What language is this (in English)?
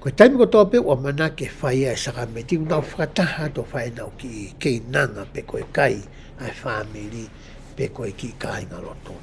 Tongan